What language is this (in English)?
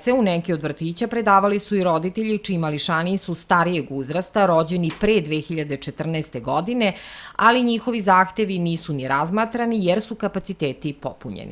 Serbian